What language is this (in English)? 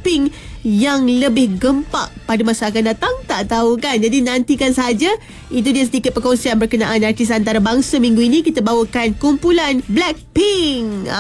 Malay